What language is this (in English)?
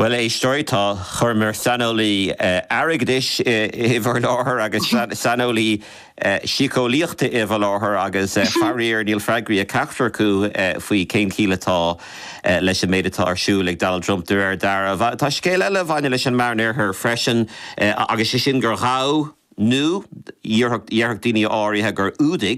Irish